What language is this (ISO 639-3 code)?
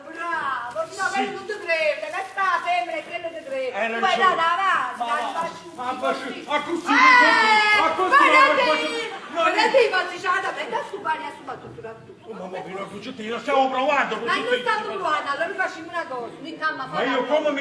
nap